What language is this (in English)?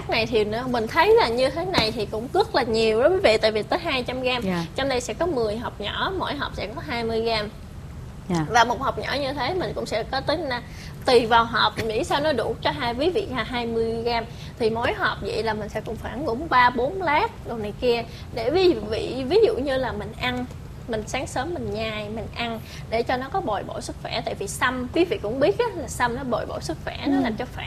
Vietnamese